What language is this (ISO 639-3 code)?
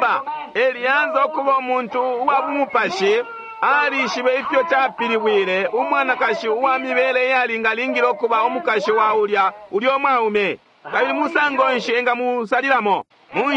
bem